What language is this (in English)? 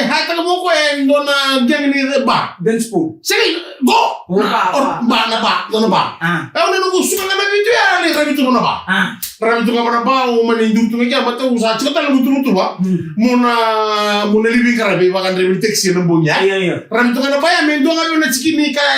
Fijian